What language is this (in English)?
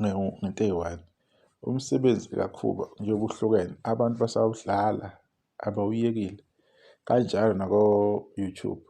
Zulu